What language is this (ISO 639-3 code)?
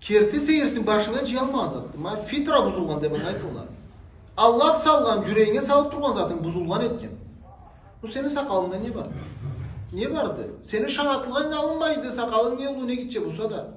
krc